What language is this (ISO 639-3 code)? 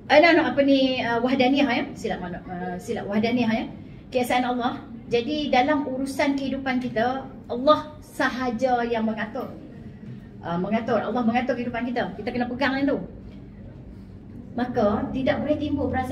msa